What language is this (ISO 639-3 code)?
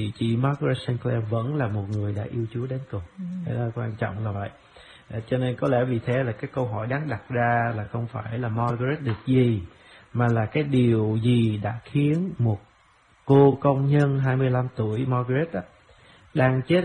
vie